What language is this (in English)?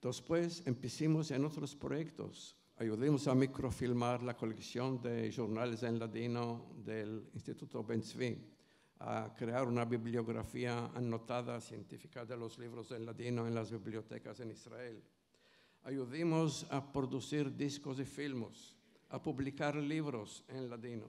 Ladino